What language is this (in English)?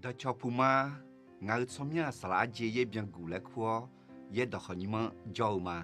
Akha